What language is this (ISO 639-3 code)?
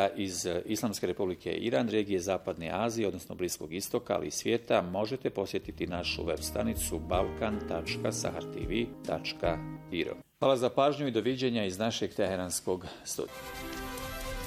bos